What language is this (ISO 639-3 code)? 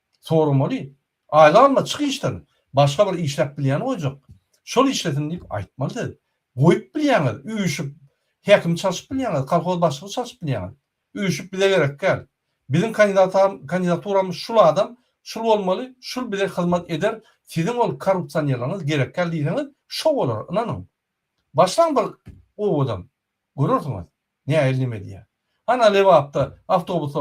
tuk